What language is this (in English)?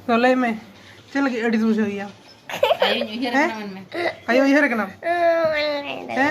Santali